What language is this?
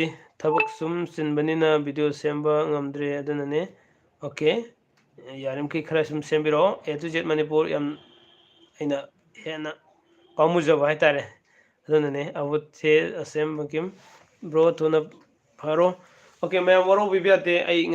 Manipuri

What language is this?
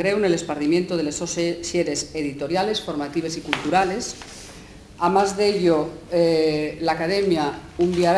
Asturian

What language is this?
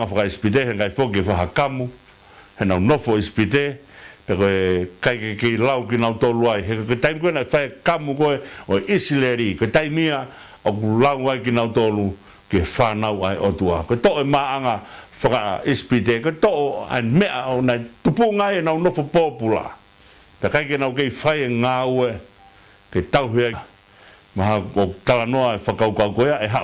Tongan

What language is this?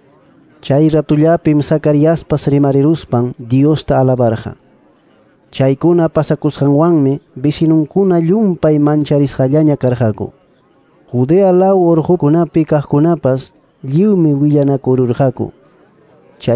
Quechua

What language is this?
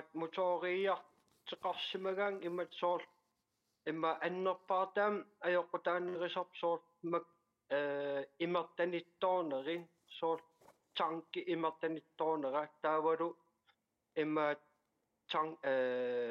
Kalaallisut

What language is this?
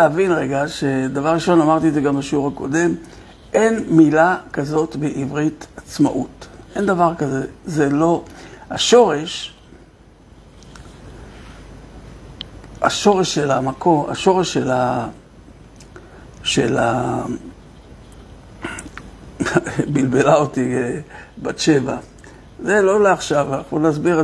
Hebrew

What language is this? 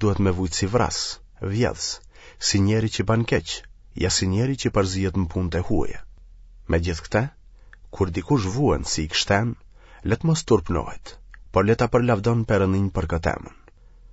Albanian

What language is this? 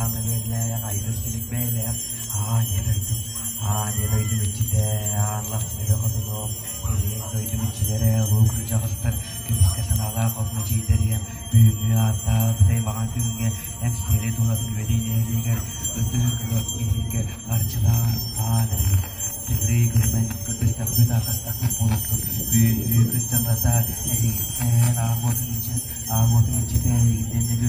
Yakut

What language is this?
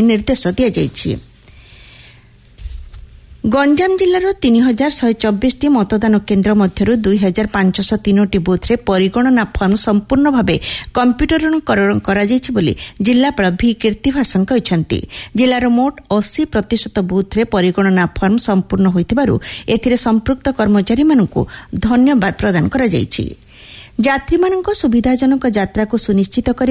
Odia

